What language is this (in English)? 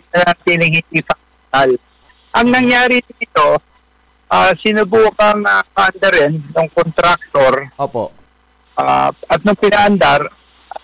Filipino